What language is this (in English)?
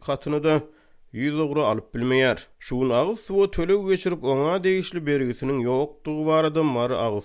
Turkmen